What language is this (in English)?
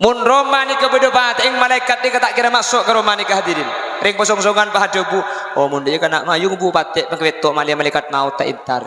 Madurese